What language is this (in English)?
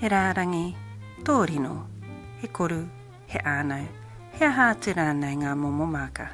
Māori